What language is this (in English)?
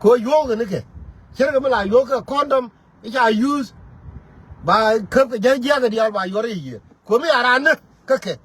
Nuer